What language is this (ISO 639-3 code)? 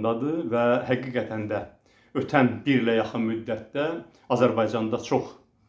aze